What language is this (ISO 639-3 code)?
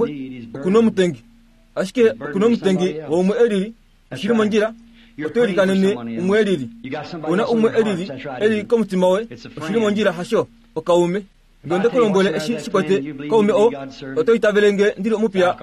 kua